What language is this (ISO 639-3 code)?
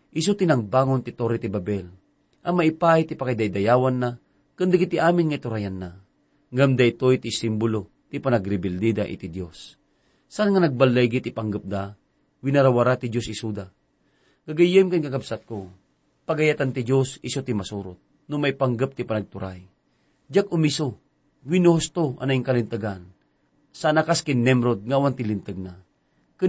ilo